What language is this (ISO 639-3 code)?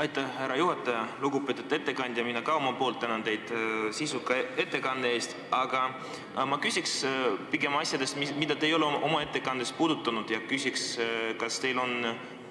est